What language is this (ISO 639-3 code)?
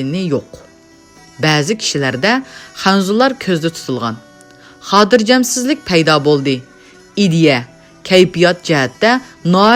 uig